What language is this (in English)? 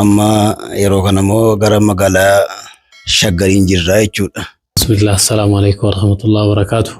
Oromo